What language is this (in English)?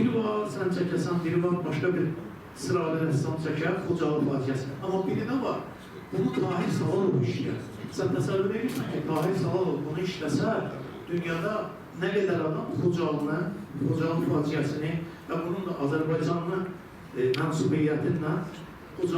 Azerbaijani